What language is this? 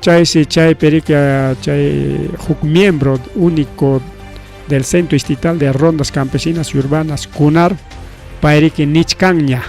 Ayacucho Quechua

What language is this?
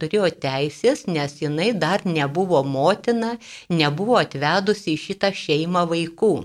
Lithuanian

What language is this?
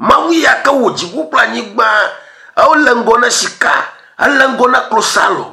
Ewe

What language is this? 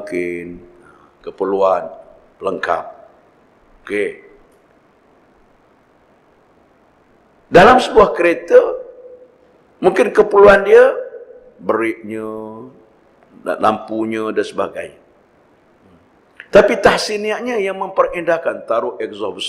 Malay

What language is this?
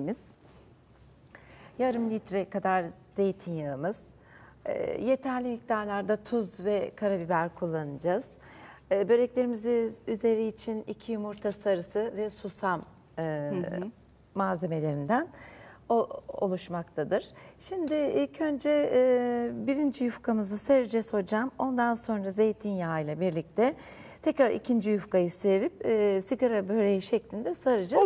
Turkish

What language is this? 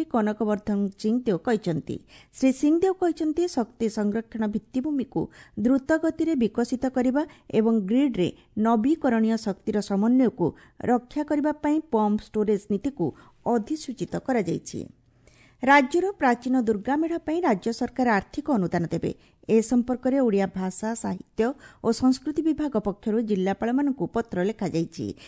Odia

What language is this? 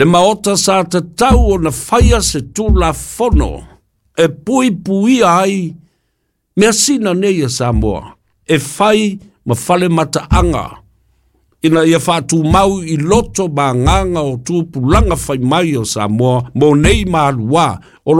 Samoan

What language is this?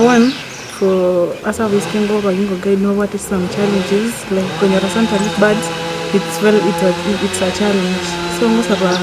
Gusii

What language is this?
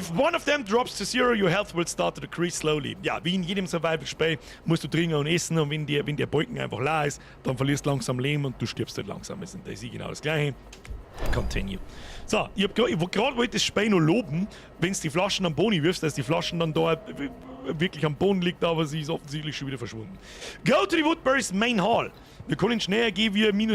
Bavarian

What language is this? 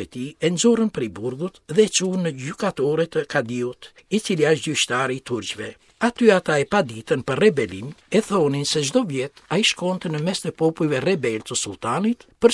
Albanian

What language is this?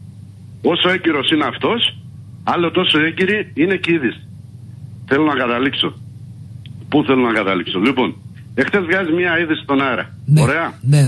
Greek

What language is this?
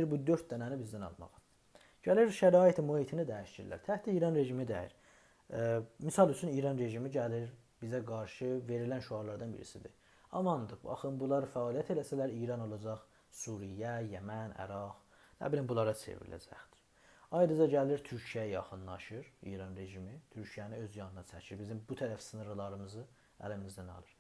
South Azerbaijani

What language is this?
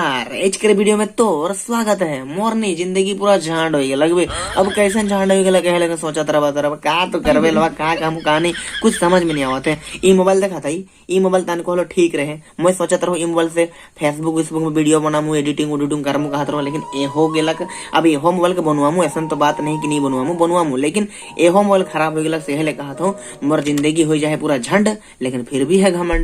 Sadri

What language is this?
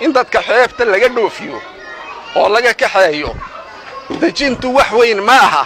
Somali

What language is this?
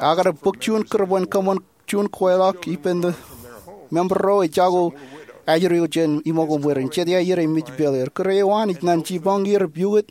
Marshallese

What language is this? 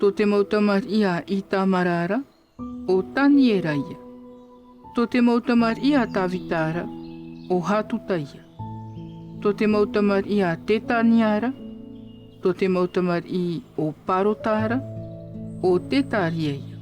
Tahitian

